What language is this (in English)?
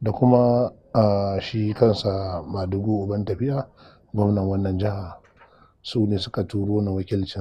Hausa